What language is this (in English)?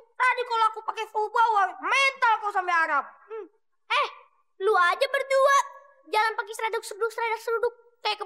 Betawi